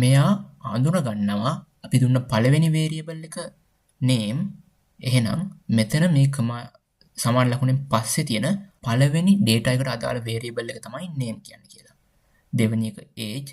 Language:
Sinhala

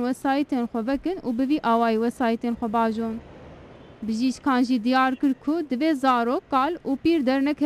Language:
Kurdish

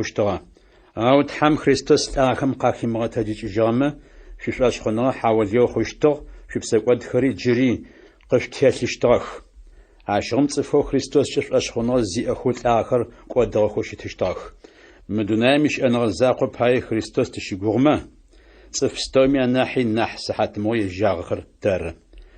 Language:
Adyghe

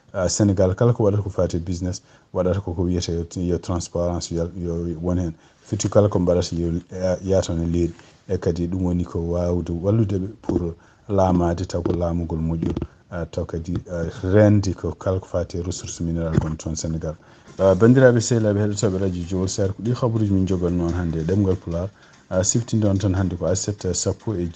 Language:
Fula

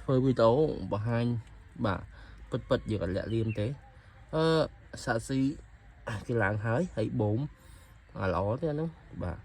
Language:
Khmer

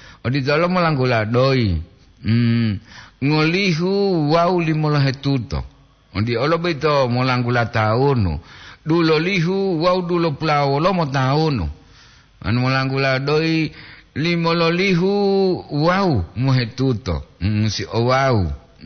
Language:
Gorontalo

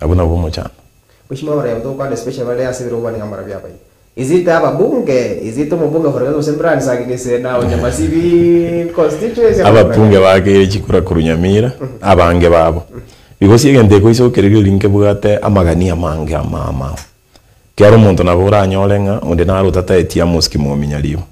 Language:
Gusii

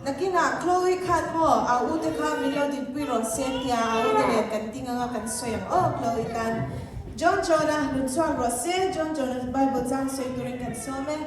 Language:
Mizo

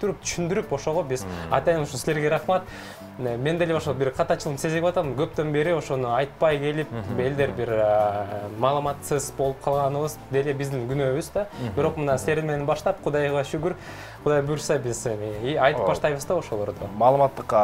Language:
Kyrgyz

